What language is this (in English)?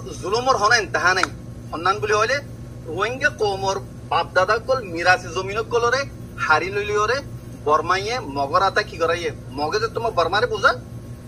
Rohingya